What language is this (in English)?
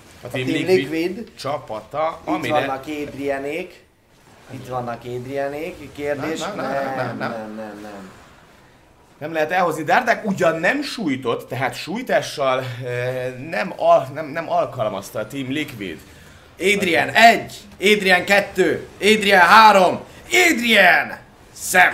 Hungarian